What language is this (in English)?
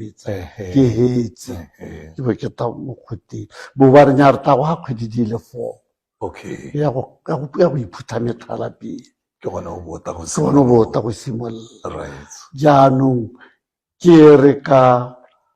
Tswana